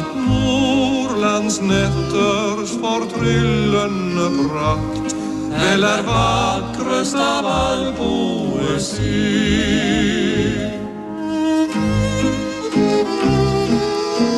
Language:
Norwegian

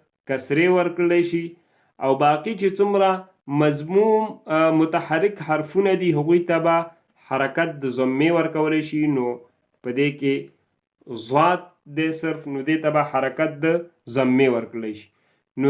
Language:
Pashto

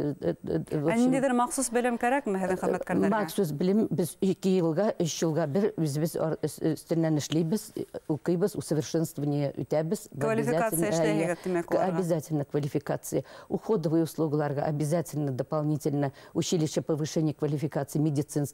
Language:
Bashkir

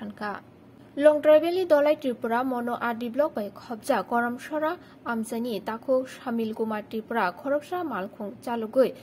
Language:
Kok Borok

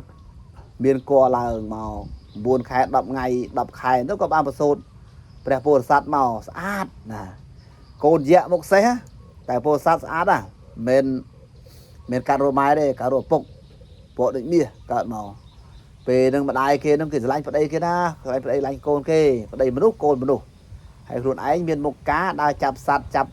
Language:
Khmer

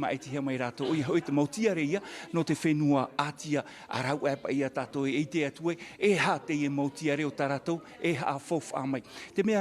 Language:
Tahitian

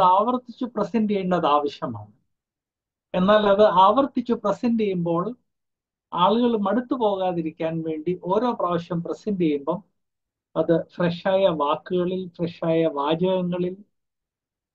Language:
Malayalam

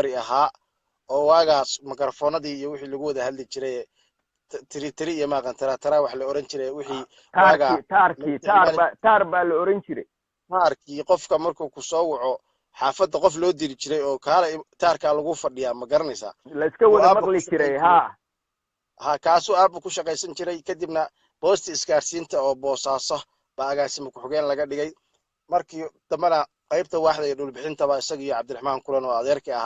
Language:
Somali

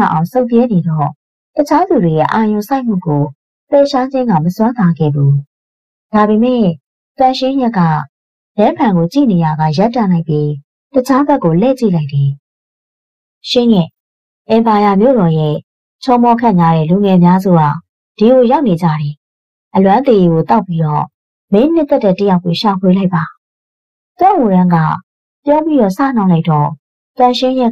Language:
Burmese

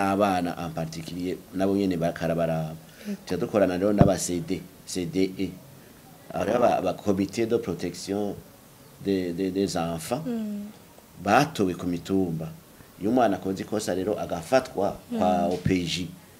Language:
Rundi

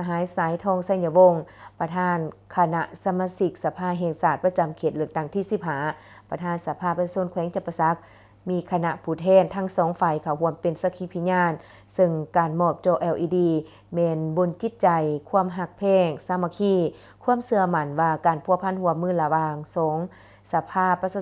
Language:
Lao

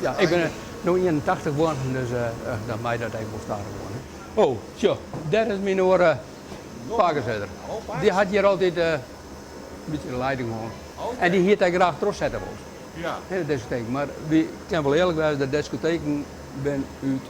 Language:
Western Frisian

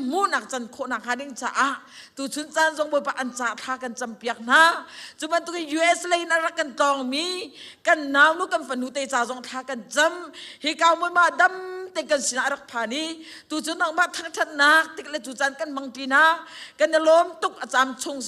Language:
Hakha Chin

